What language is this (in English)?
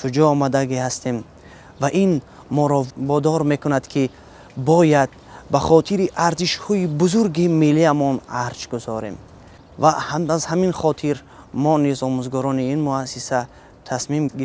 Tajik